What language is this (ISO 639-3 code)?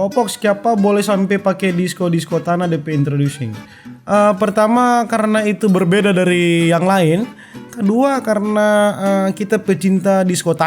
xmm